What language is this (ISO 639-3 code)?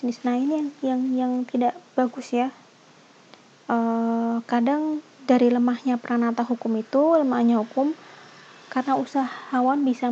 ind